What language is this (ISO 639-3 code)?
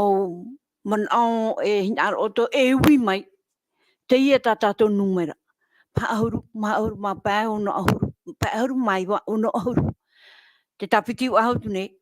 tah